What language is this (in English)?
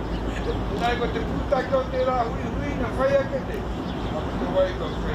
Māori